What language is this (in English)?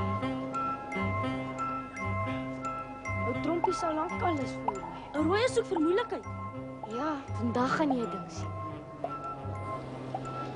Afrikaans